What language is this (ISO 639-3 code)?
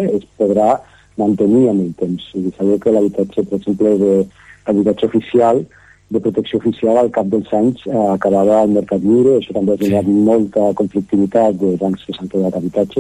cat